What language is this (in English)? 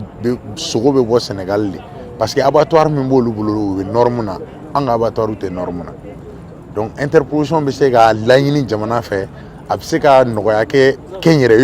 Bambara